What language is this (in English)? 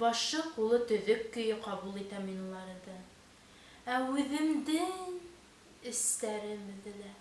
Bashkir